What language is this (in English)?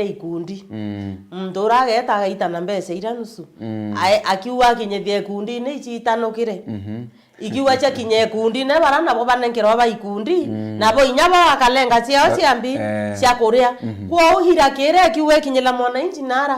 Meru